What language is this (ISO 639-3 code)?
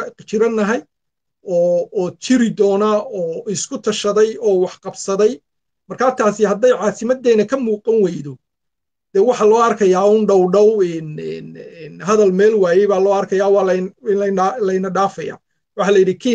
som